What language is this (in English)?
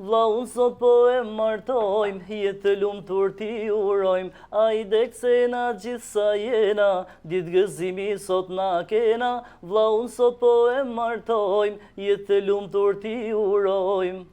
Albanian